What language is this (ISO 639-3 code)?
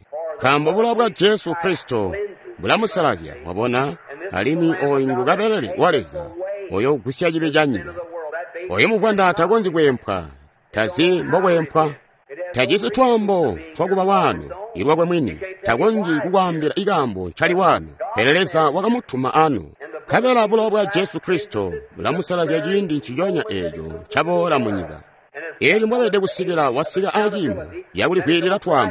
toi